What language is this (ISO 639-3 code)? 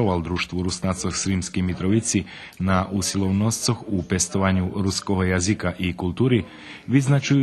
rue